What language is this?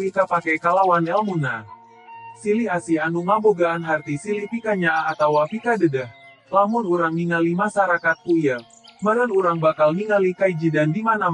Sundanese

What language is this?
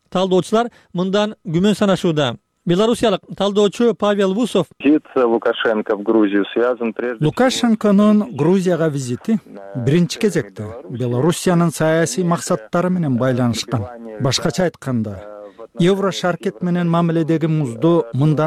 Kyrgyz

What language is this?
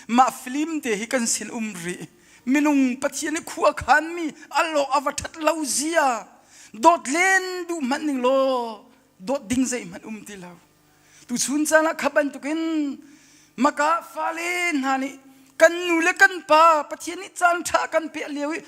Hakha Chin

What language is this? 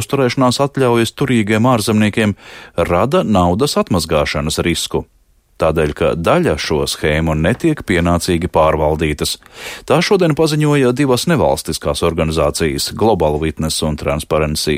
Latvian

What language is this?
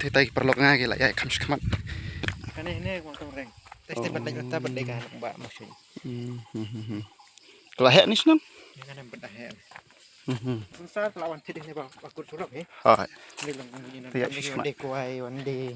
Khasi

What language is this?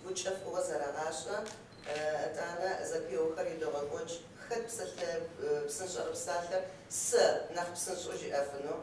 Kabardian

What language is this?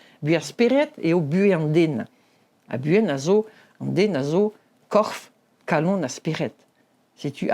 Breton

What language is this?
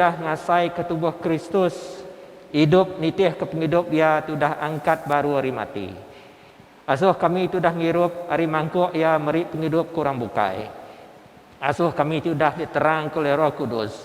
Iban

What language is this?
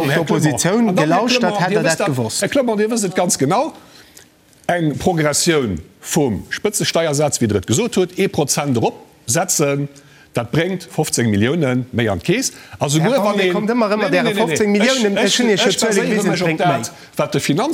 Luxembourgish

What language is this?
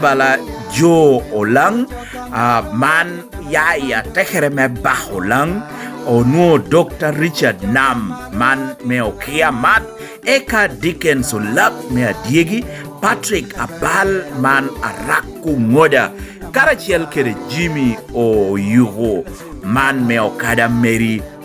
Lango (Uganda)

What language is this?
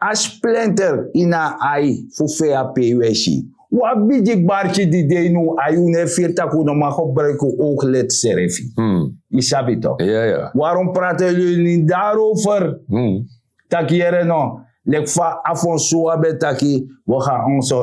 Sranan Tongo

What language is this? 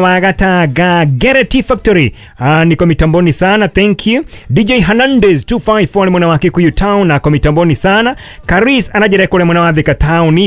Kikuyu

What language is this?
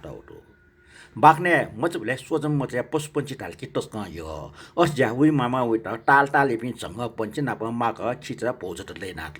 Newari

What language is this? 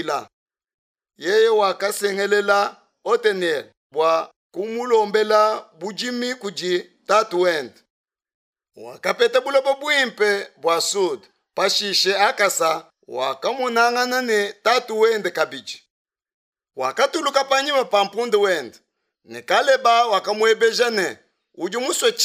Luba-Lulua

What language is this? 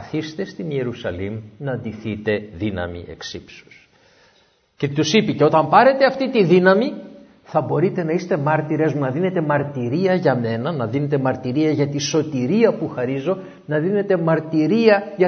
Greek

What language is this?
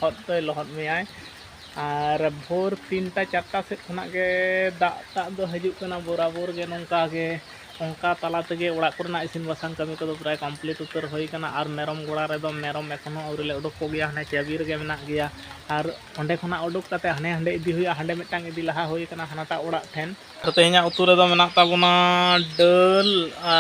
Santali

